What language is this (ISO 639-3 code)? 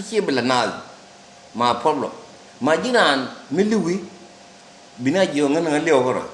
nus